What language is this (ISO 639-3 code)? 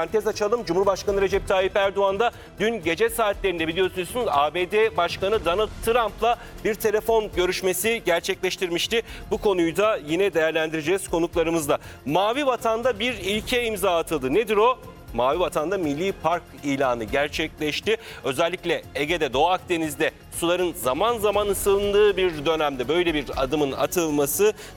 tur